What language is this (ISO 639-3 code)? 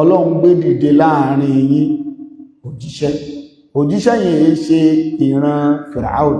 yor